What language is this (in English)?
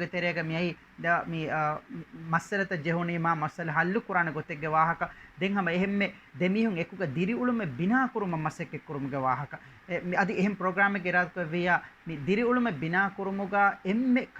Divehi